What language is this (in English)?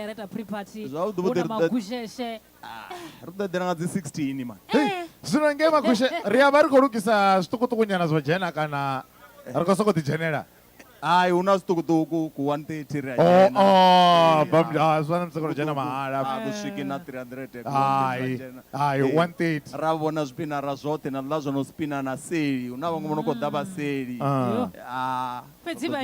Venda